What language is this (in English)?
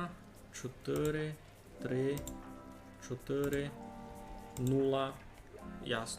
Rusyn